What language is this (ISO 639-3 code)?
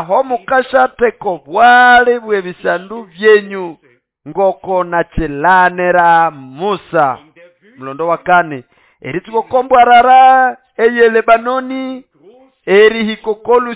nnb